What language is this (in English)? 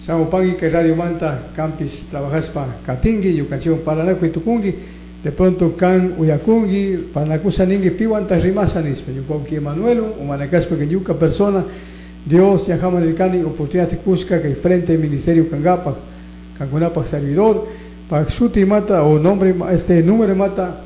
Chimborazo Highland Quichua